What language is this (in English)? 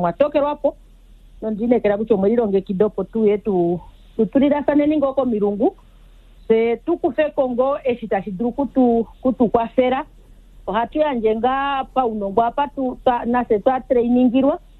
Kuanyama